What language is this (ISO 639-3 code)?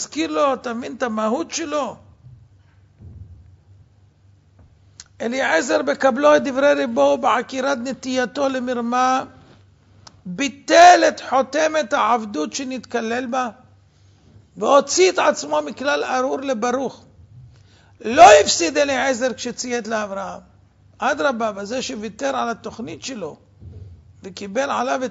heb